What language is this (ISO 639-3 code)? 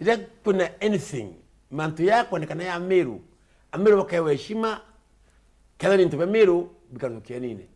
mer